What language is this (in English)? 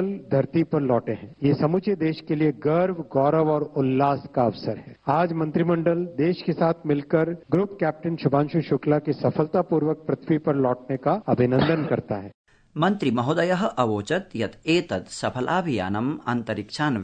Sanskrit